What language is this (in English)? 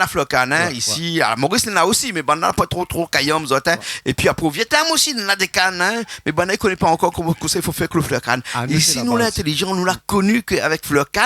Réunion Creole French